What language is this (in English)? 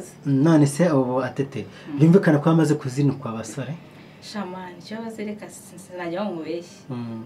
Kinyarwanda